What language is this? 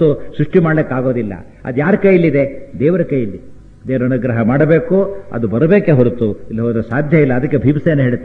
Kannada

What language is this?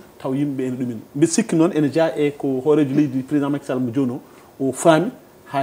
Fula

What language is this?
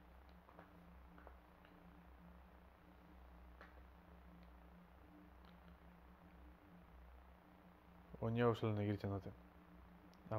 Basque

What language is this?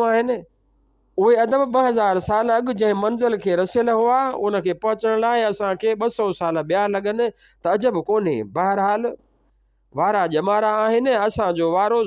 Sindhi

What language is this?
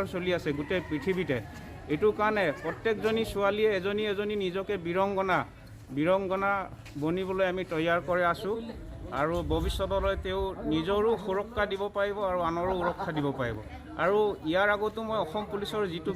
Assamese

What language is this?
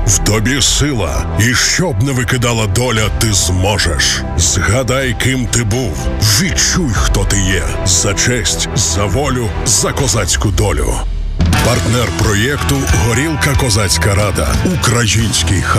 Ukrainian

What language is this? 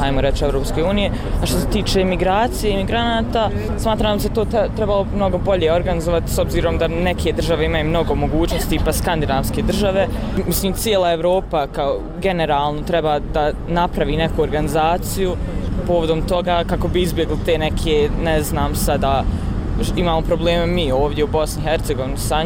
Bosnian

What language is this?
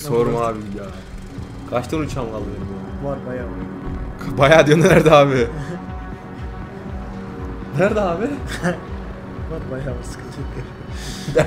Turkish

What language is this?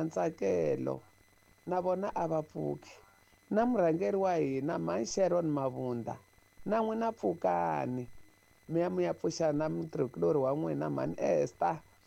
Tsonga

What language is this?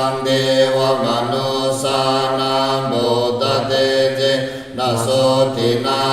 Pali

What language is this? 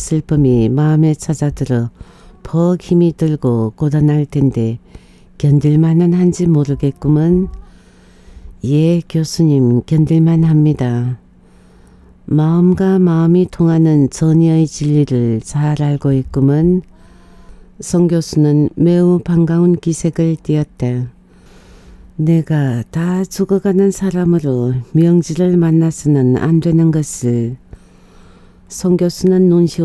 Korean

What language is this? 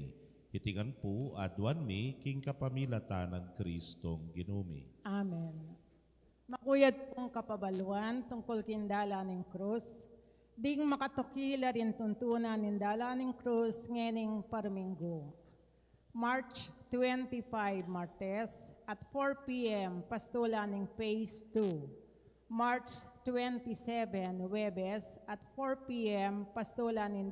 Pampanga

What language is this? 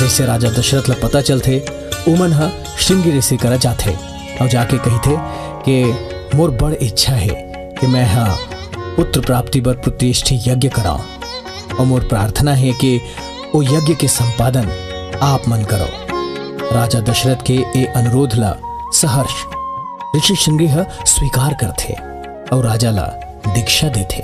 Chhattisgarhi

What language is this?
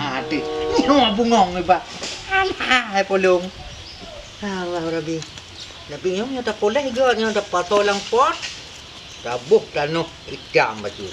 Achinese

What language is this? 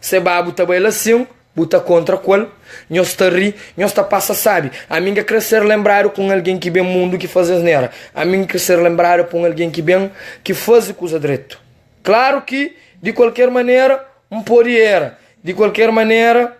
Kabuverdianu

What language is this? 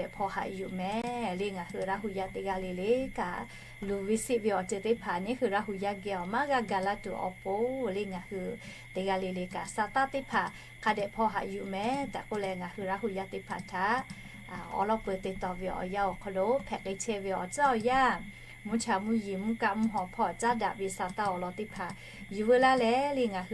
Lahu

